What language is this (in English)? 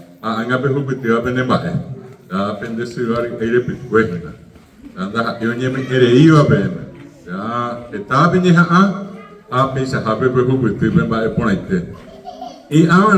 Guarani